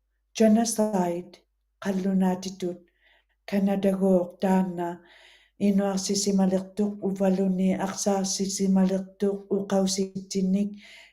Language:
Western Canadian Inuktitut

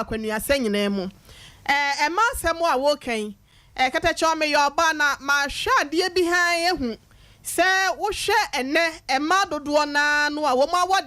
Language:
Akan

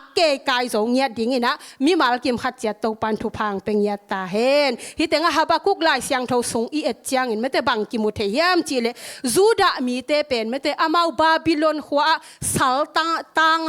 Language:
Tedim Chin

